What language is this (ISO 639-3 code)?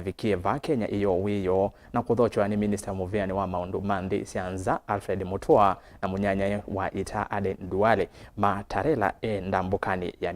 kam